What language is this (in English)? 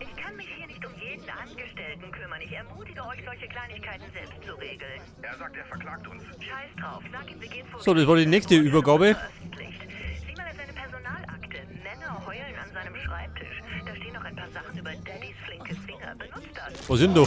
Bavarian